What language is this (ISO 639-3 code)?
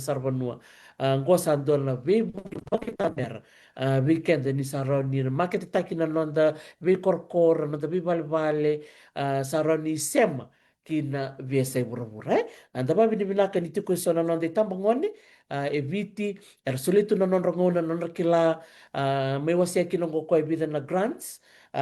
fij